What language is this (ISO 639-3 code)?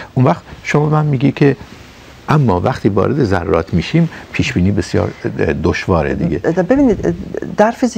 fas